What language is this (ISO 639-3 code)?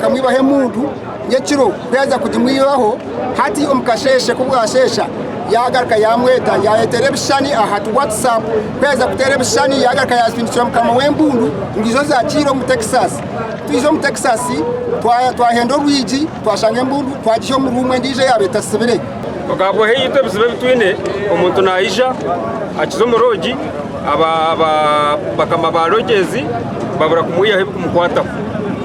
nyn